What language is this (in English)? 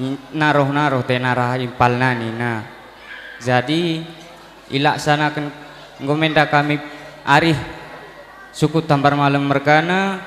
Batak Karo